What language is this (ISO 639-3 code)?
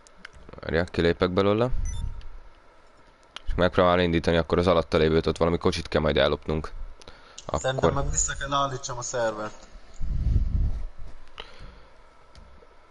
hun